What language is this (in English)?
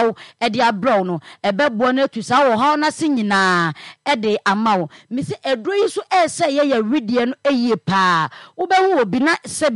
Akan